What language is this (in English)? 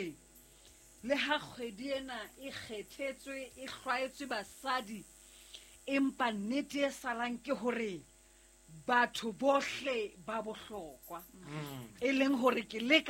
Southern Sotho